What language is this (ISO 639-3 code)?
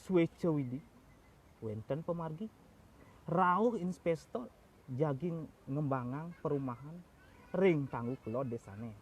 ban